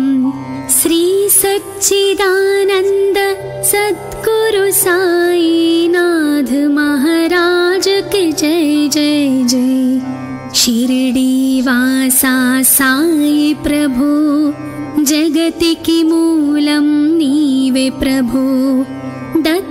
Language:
Telugu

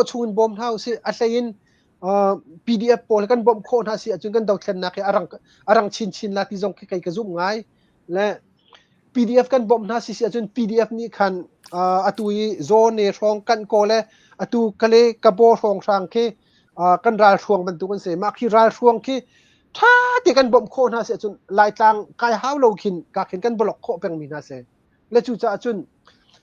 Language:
Hakha Chin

